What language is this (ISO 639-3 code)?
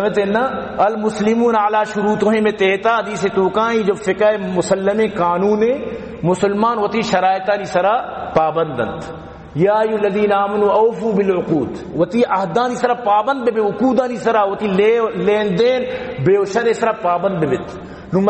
bal